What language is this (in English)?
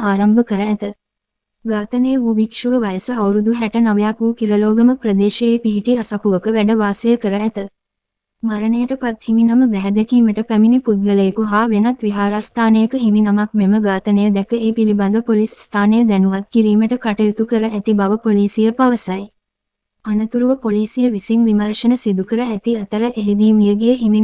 Sinhala